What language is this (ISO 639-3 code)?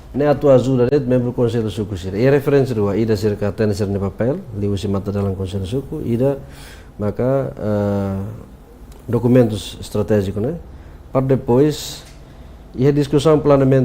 tet